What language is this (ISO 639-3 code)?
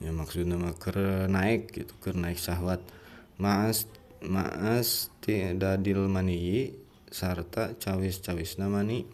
sun